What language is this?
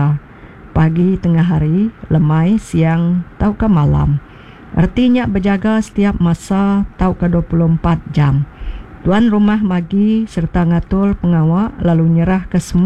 Iban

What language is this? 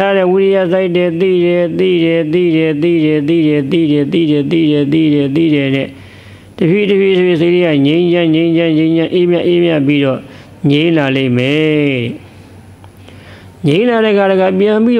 Burmese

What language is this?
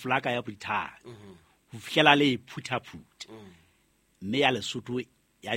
Southern Sotho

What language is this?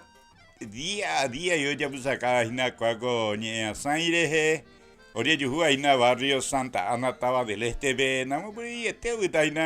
Guarani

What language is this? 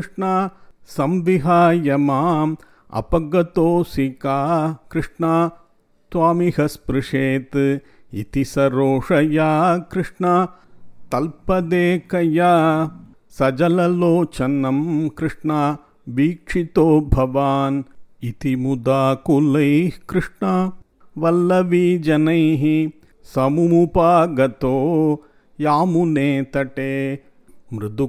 Sanskrit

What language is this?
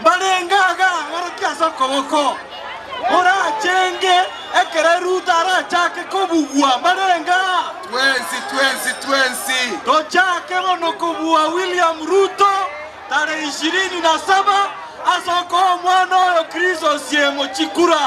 Gusii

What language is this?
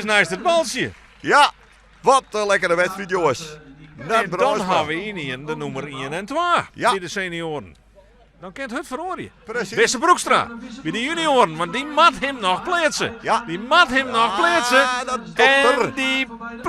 Western Frisian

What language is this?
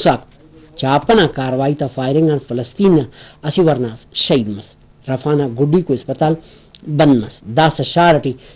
Brahui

